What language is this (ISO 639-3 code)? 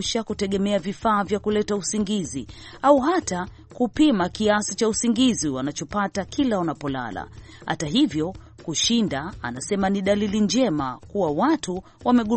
swa